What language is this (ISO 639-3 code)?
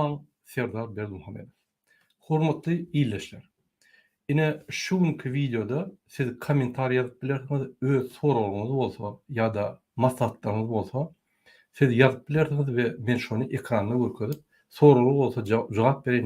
tuk